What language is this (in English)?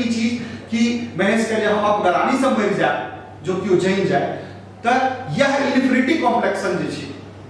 Maithili